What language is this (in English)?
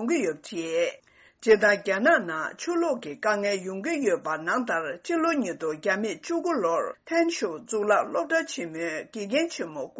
Tibetan